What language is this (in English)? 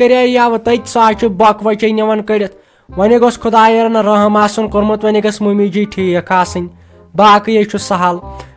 Kashmiri